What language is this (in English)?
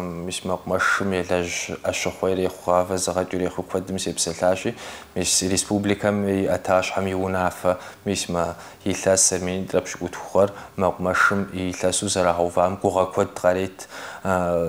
Kabardian